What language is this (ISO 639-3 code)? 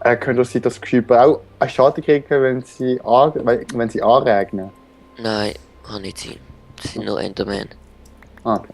gsw